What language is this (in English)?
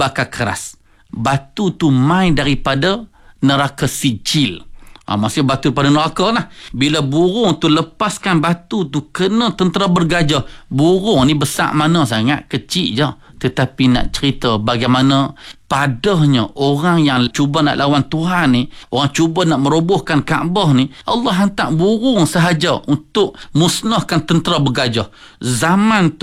Malay